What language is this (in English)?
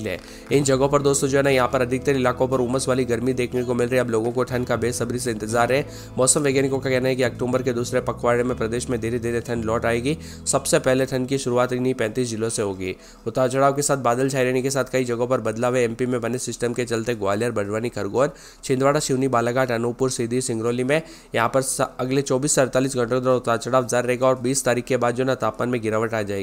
Hindi